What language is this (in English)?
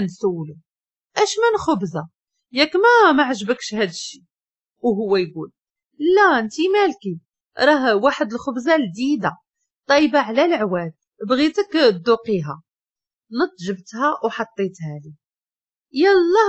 Moroccan Arabic